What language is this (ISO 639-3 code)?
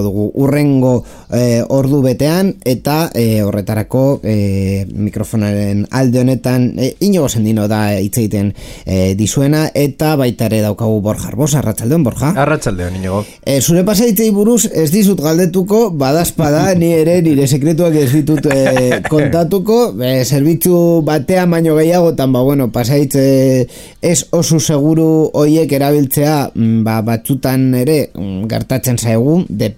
eus